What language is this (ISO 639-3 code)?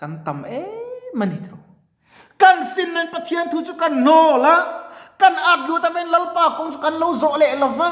lus